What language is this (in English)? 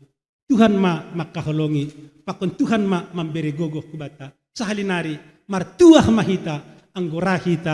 Batak Simalungun